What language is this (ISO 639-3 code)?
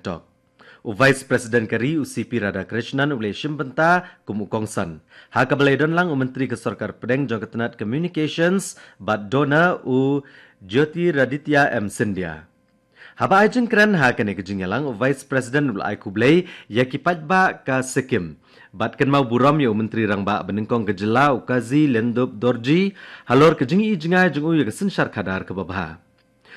kha